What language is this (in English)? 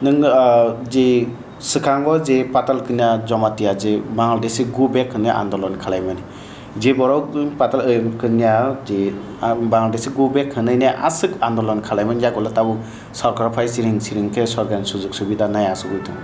Kok Borok